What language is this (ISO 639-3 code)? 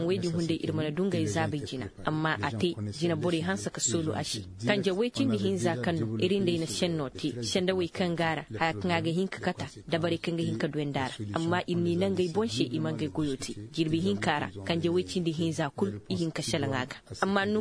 ses